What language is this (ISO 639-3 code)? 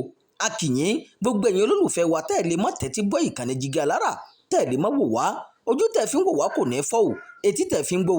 yor